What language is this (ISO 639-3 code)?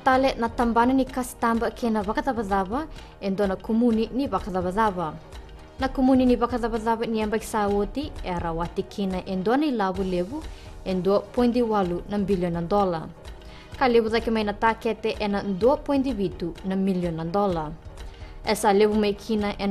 fij